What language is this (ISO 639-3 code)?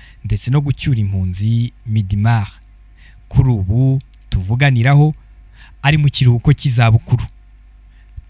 kin